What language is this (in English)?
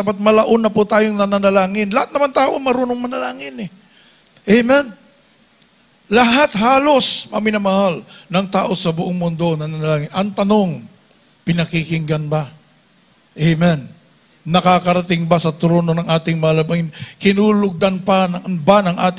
Filipino